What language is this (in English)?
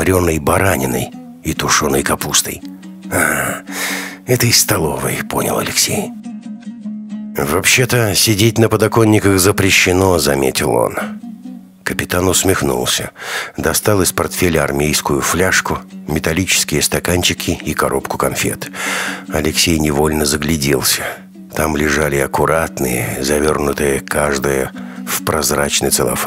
Russian